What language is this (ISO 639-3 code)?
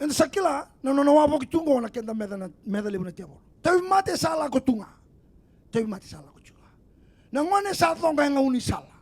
fij